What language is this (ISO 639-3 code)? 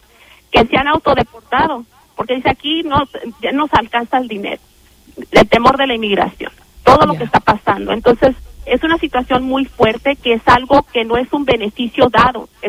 spa